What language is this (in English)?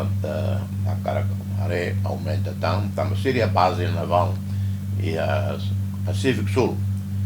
Tetum